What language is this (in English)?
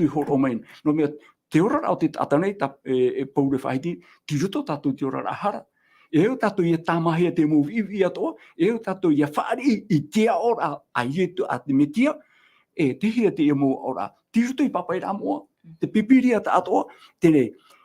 Tahitian